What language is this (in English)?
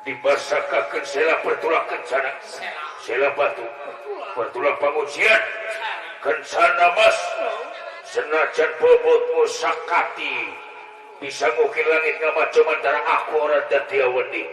Sundanese